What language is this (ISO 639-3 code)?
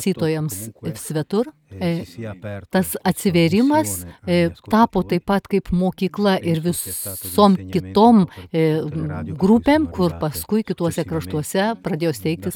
lit